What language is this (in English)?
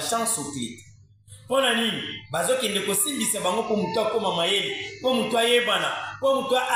Lingala